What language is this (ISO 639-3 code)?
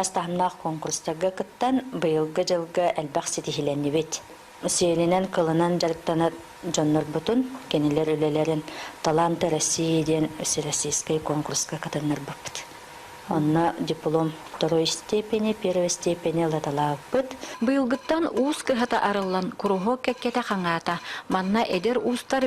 sah